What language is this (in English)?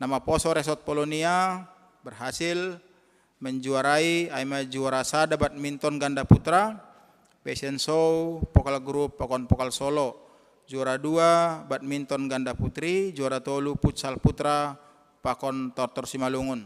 Batak Simalungun